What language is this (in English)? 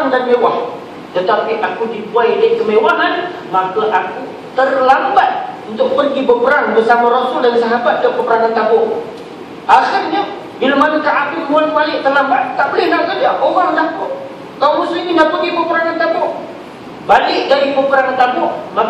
Malay